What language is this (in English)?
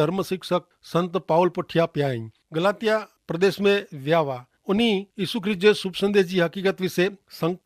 Kachhi